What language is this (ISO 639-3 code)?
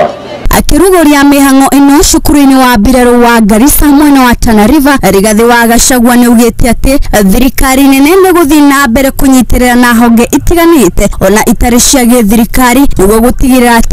kik